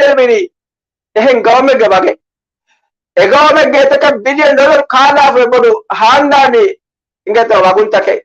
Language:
Divehi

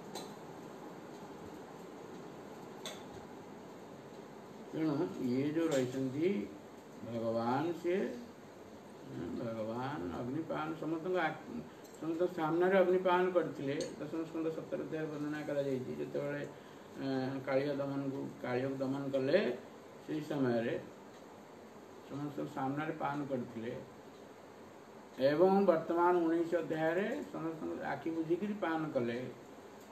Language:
Odia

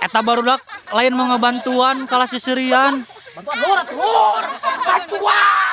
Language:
Sundanese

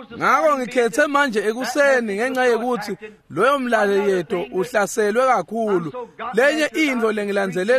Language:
Swati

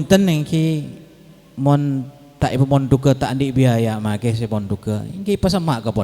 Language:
Madurese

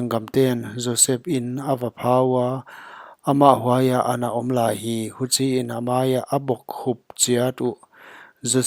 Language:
Paite Chin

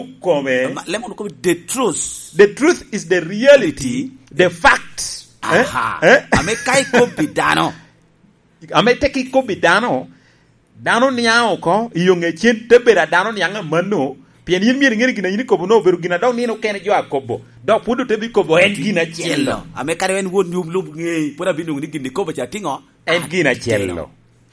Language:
Lango (Uganda)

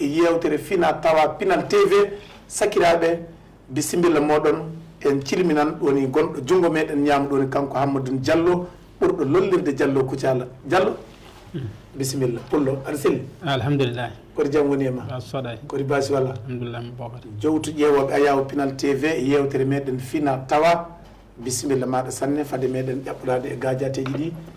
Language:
Fula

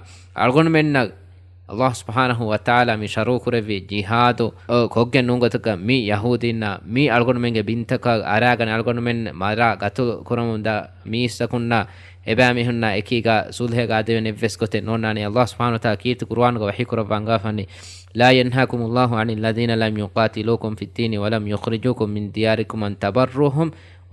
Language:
Divehi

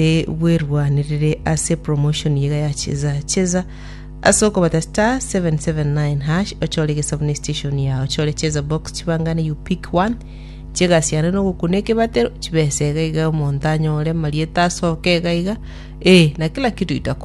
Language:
Gusii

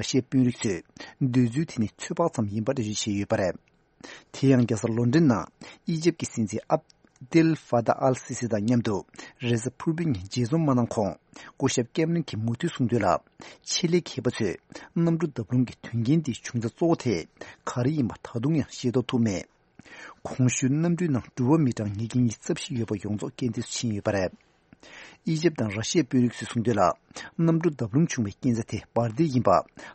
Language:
Tibetan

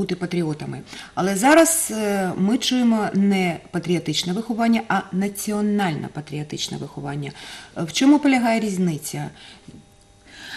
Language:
Ukrainian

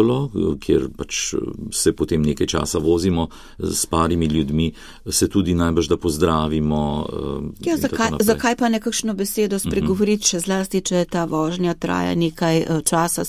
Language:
Slovenian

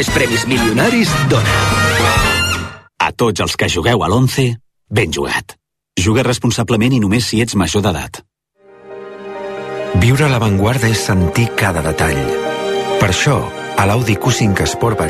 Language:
Catalan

